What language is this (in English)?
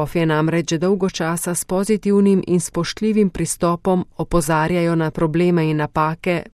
Slovenian